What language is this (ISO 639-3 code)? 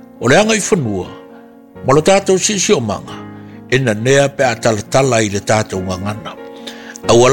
smo